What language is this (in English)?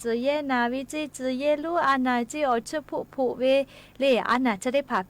Lahu